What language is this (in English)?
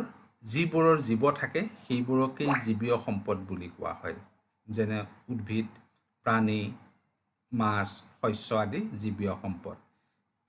Assamese